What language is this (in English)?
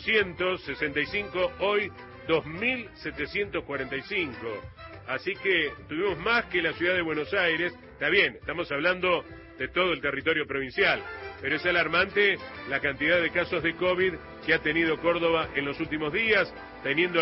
Spanish